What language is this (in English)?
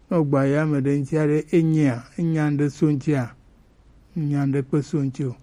Gen